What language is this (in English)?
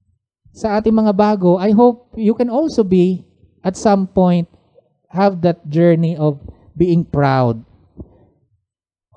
Filipino